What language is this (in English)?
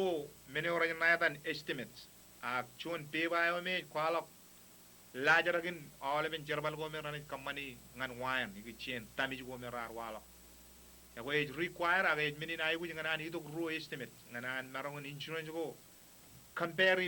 Marshallese